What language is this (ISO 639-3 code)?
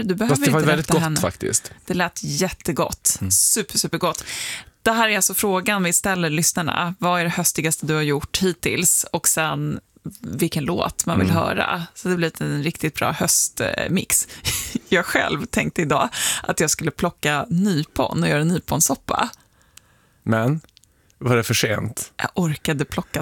swe